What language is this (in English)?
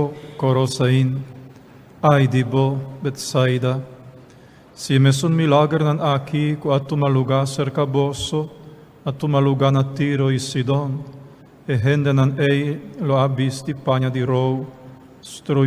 Papiamento